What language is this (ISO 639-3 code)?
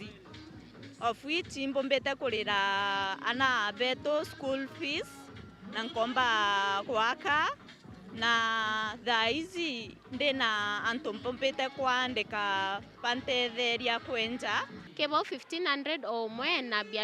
mer